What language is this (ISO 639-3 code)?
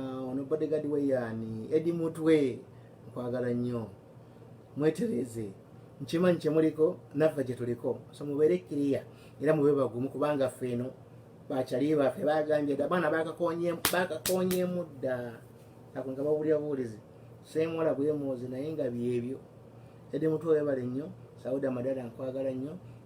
lug